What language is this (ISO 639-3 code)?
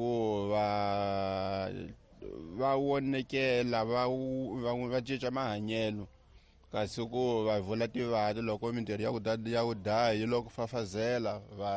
tso